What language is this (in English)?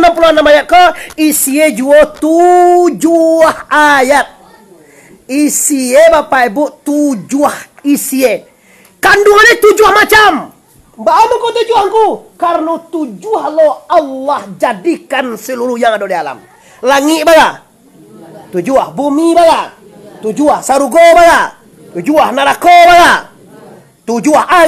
Minangkabau